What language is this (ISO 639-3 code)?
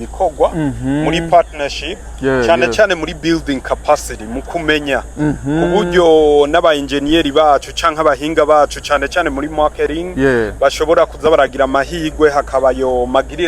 run